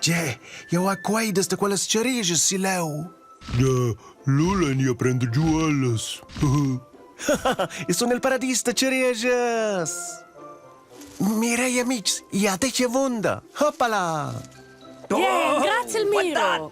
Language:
Romansh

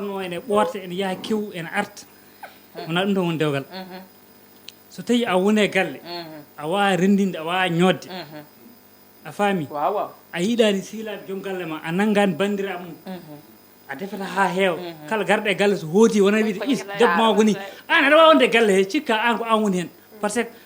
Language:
Fula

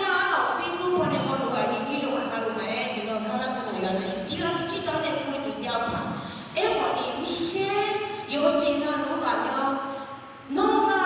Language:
Akha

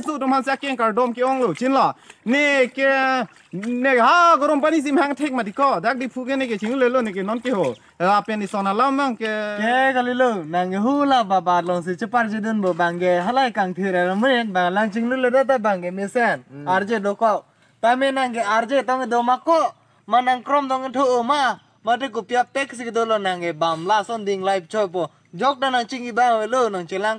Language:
Karbi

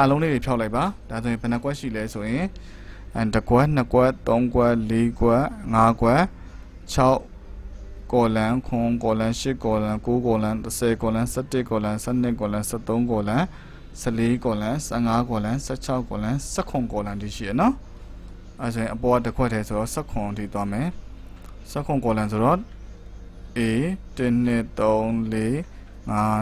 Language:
Burmese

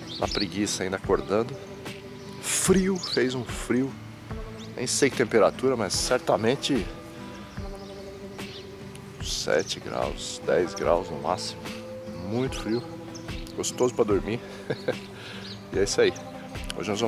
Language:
Portuguese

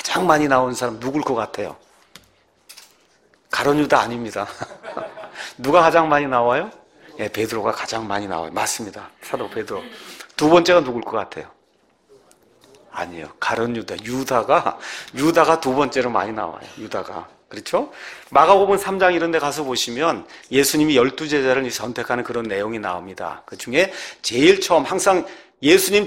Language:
Korean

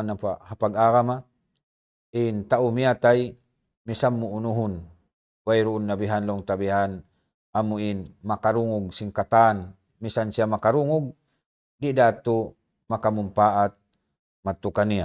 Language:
Tausug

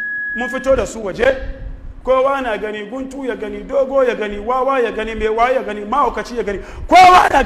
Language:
Hausa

